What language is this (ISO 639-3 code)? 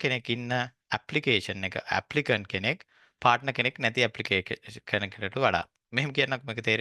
sin